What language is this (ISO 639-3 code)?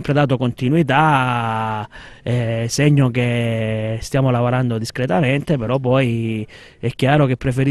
ita